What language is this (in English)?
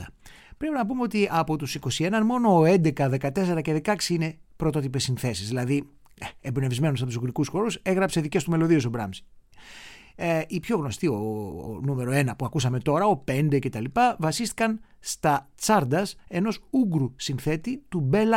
Greek